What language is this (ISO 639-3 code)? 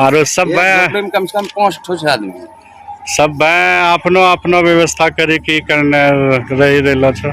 anp